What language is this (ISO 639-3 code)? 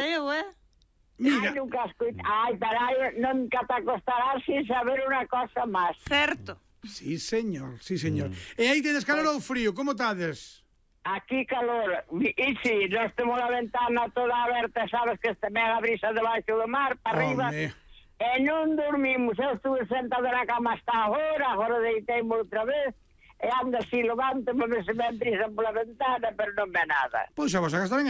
glg